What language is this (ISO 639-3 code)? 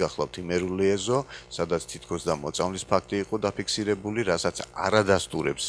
kat